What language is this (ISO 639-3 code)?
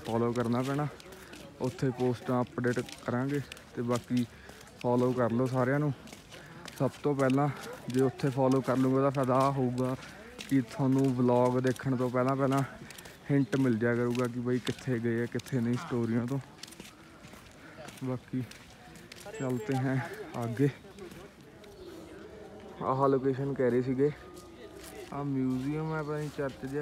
pan